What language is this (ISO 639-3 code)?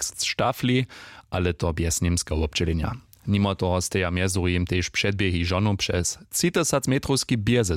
hsb